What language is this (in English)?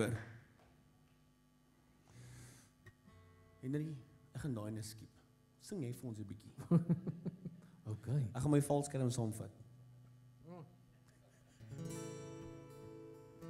Afrikaans